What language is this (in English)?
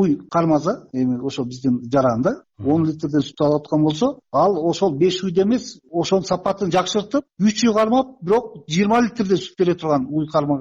Kyrgyz